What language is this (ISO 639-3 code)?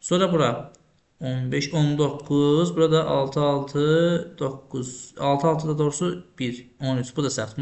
aze